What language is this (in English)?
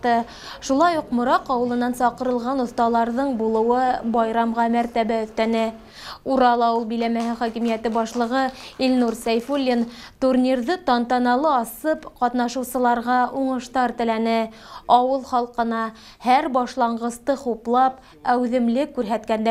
Bashkir